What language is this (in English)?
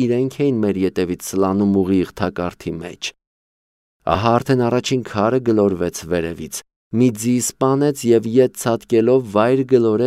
Armenian